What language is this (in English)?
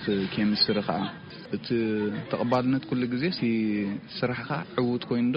Tigrinya